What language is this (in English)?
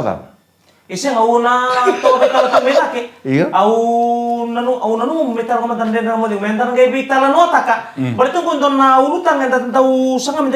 Fijian